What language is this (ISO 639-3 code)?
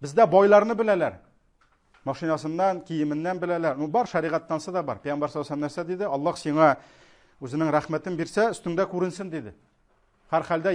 tat